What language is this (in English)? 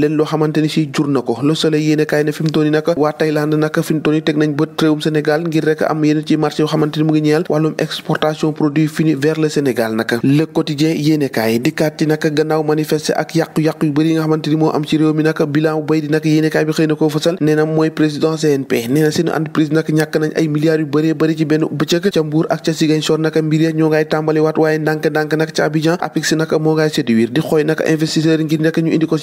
Wolof